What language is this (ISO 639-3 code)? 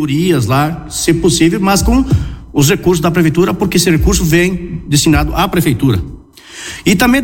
por